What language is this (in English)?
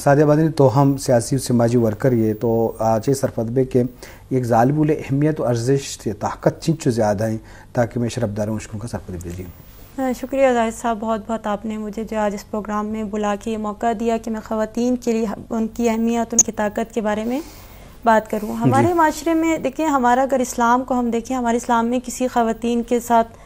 Eastern Balochi